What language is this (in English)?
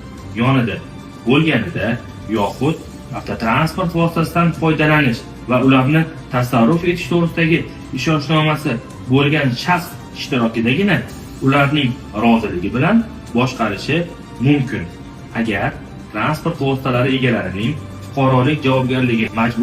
Uzbek